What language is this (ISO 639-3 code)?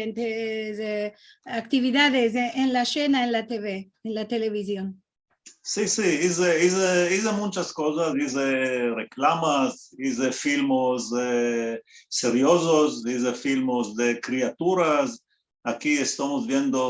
lad